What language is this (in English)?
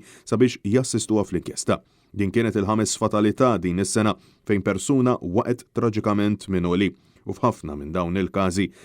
Maltese